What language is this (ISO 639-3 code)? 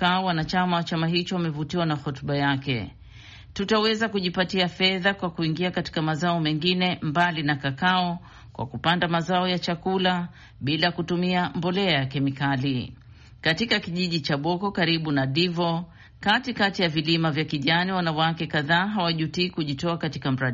swa